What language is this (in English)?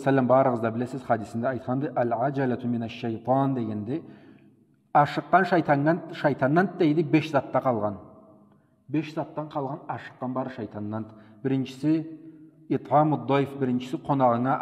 Karachay-Balkar